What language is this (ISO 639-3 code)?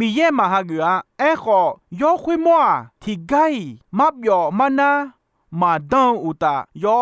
ahk